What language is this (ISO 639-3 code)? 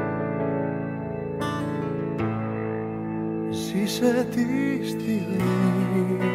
ell